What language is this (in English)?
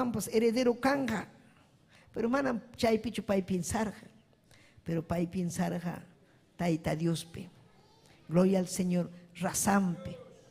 Ayacucho Quechua